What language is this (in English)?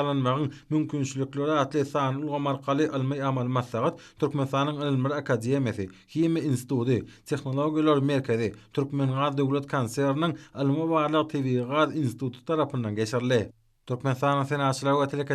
Turkmen